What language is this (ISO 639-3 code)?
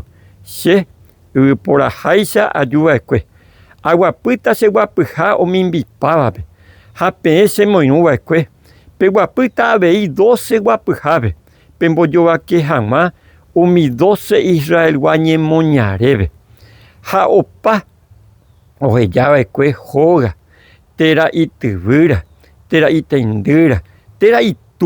grn